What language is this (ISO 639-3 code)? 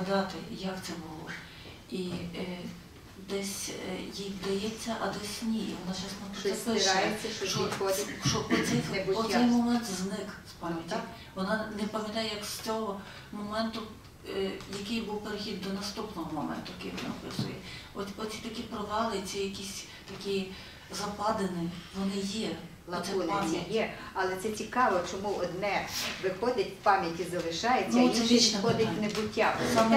ukr